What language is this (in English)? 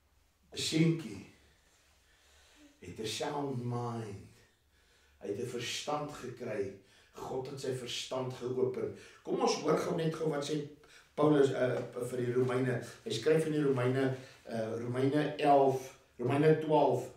Afrikaans